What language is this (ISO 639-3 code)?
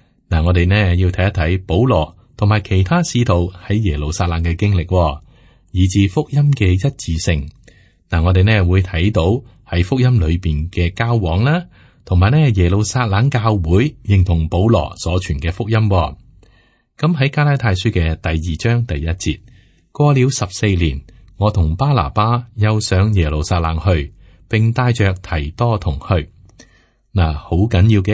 yue